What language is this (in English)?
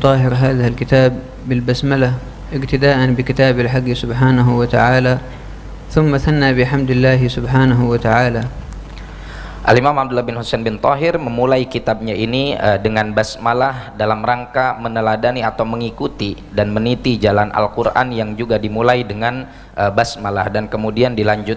Indonesian